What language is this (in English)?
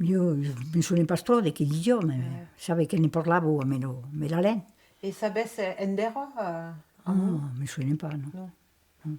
Occitan